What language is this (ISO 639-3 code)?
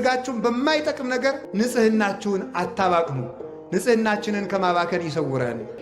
amh